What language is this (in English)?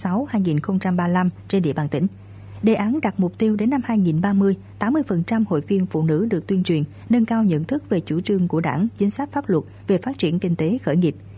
Vietnamese